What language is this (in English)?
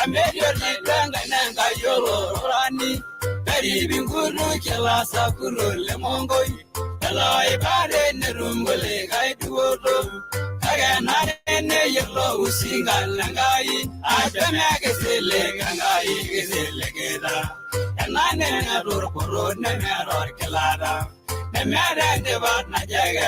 Masai